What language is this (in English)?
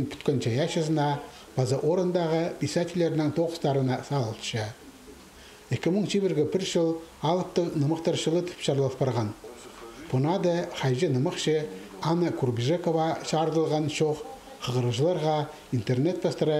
Khakas